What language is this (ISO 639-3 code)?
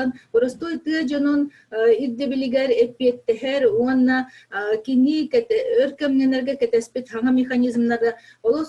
sah